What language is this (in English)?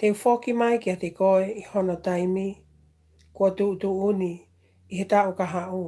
Tongan